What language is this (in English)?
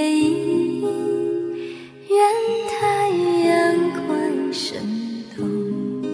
Chinese